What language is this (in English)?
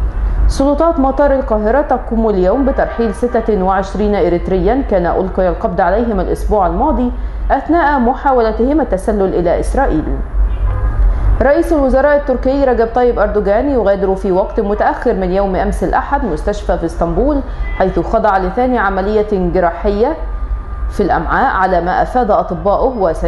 Arabic